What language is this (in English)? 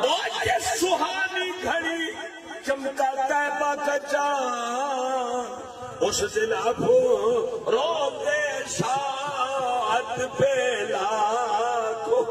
Saraiki